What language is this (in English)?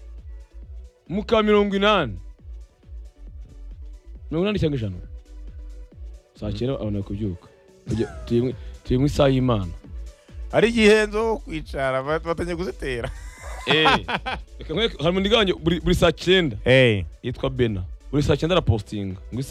Kinyarwanda